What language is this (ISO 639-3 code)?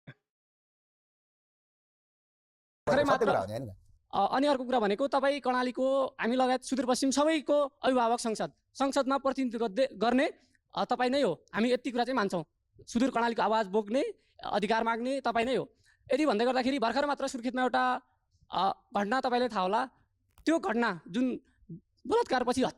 nep